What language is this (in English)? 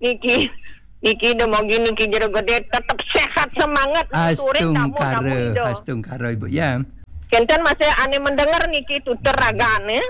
Balinese